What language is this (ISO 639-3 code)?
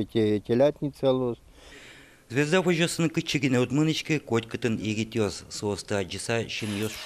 udm